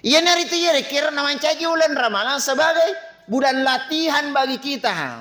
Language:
Buginese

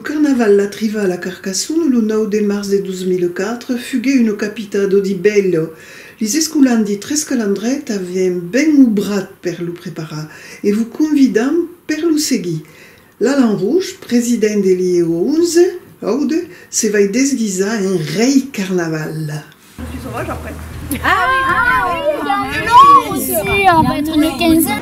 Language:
Occitan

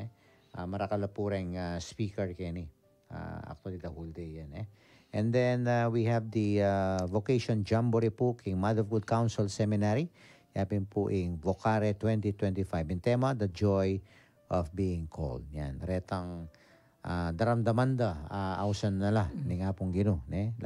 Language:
Pampanga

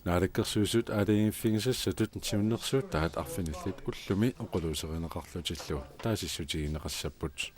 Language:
Kalaallisut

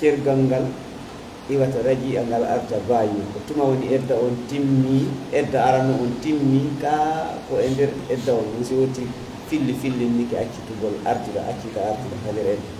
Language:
Fula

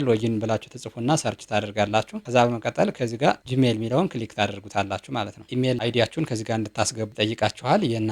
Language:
Amharic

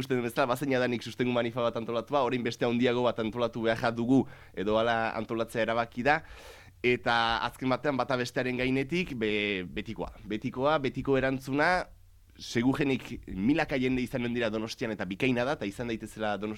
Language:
Basque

